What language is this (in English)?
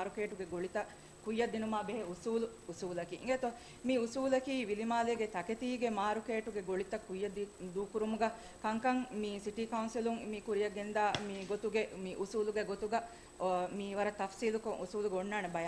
Divehi